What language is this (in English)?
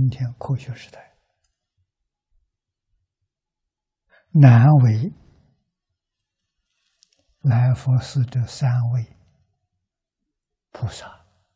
Chinese